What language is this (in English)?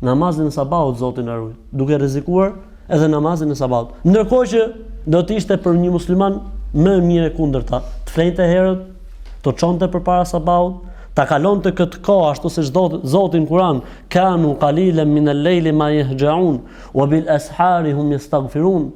Albanian